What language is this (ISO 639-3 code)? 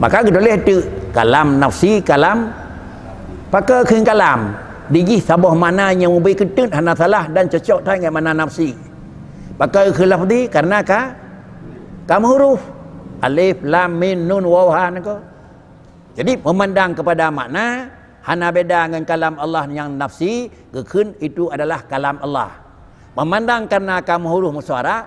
ace